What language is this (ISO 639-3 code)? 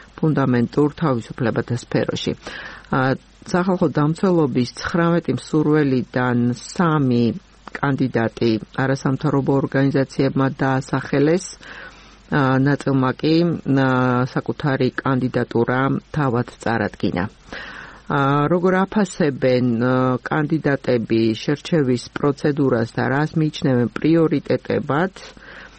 kat